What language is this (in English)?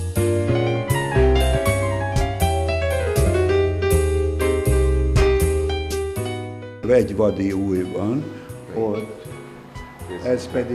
Hungarian